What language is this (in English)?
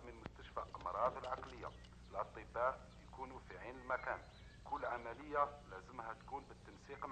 Algerian Arabic